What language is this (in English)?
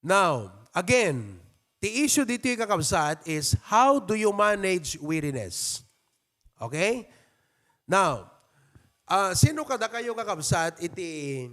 Iloko